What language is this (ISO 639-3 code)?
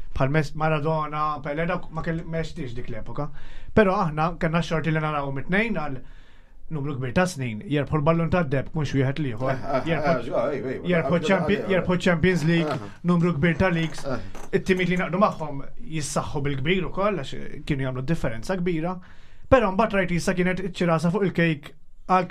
mlt